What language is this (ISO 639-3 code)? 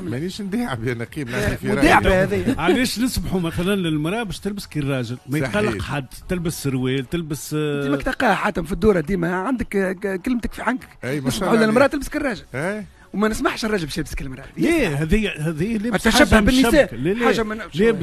aeb